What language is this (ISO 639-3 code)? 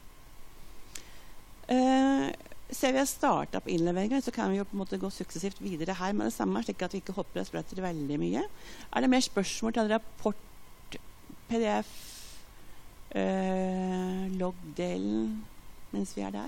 nor